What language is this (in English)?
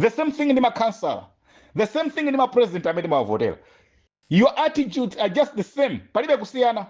Nyanja